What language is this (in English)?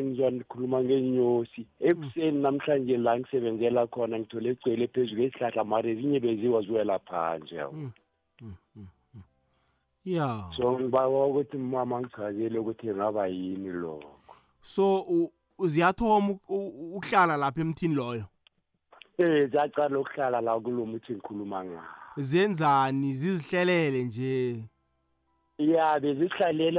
South Ndebele